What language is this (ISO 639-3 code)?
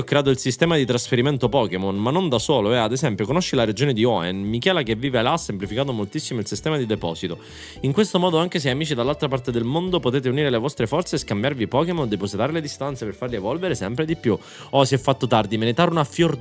ita